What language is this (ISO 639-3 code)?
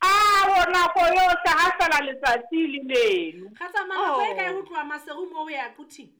sot